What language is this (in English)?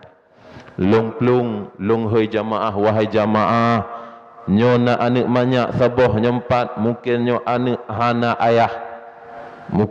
Achinese